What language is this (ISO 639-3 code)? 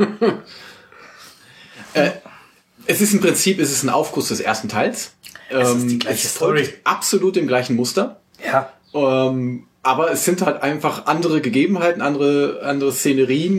deu